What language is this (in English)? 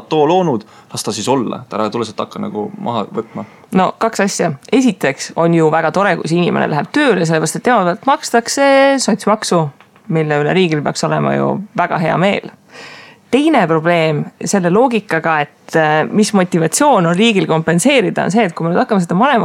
Estonian